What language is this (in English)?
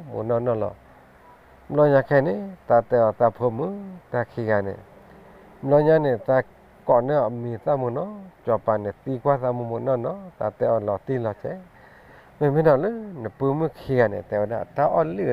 S'gaw Karen